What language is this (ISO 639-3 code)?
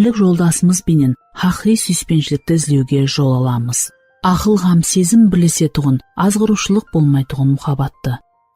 kaa